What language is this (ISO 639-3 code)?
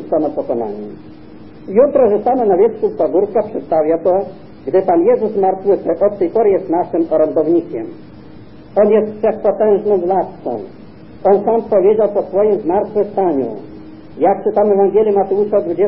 pol